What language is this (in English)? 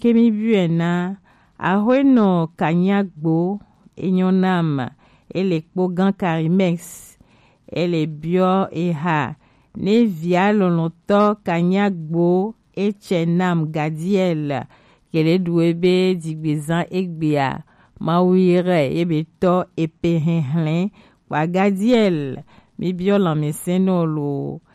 Gen